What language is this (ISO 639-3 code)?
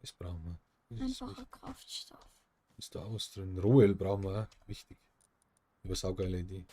bar